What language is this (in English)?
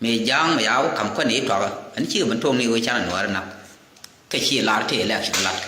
Nuer